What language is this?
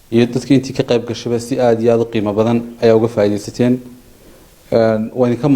Somali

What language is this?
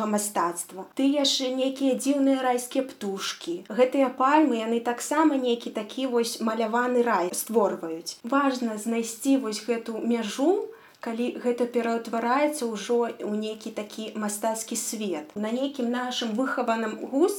Belarusian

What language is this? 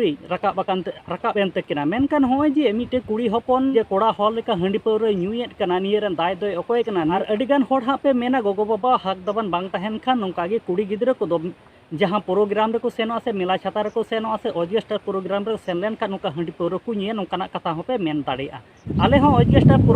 Santali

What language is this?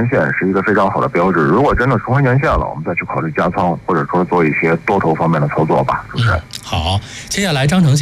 Chinese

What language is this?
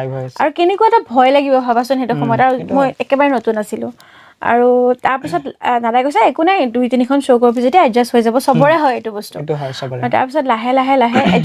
Assamese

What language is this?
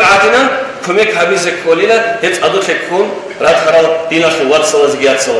Avaric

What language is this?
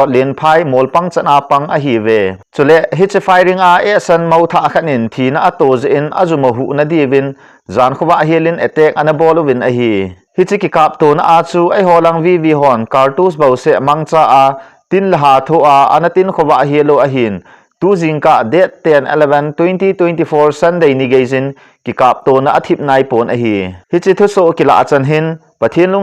Thado Chin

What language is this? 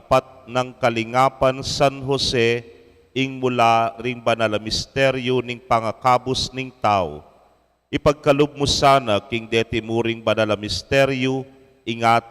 Pampanga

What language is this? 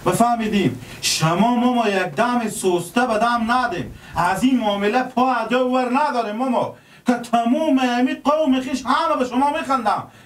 Persian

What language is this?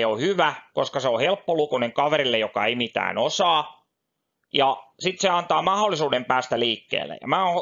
Finnish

